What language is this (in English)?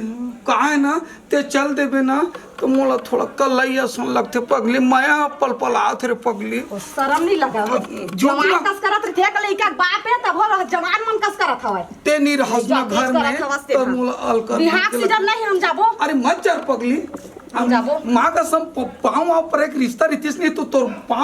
Chhattisgarhi